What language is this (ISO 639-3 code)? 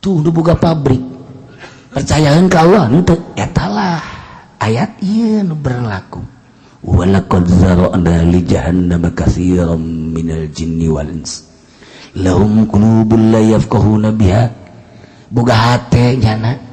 sun